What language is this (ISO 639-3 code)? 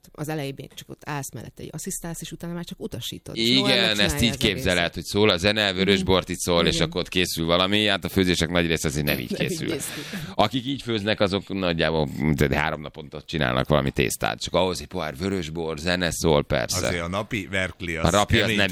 hun